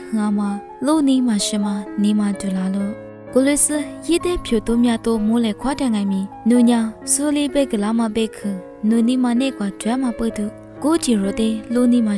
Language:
Lisu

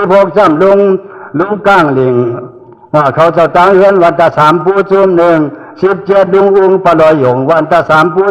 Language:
Shan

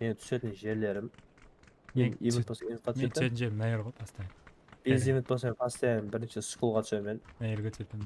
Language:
Kara-Kalpak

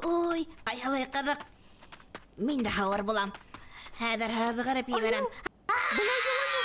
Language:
Bashkir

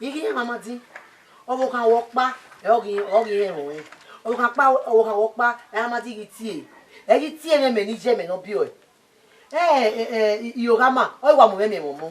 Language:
Bini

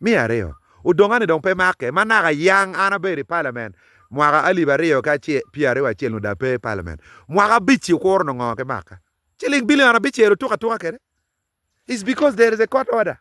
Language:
Acoli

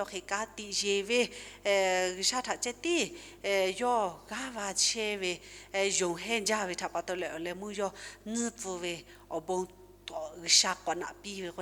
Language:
Lahu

